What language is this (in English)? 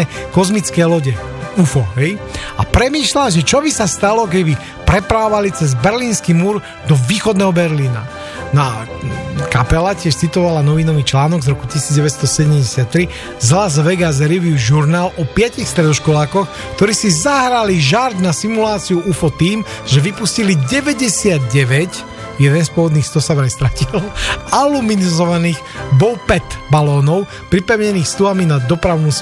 Slovak